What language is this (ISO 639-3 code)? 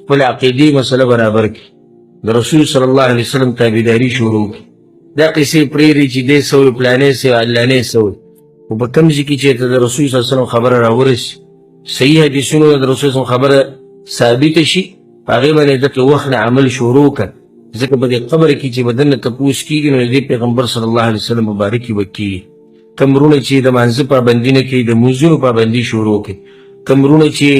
pus